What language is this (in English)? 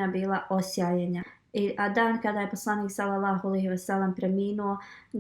Bosnian